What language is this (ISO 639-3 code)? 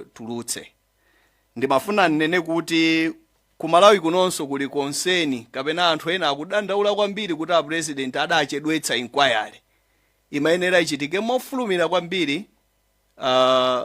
nya